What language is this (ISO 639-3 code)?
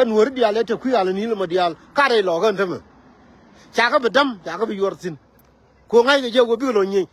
nus